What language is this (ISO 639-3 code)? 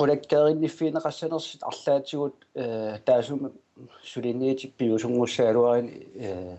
kal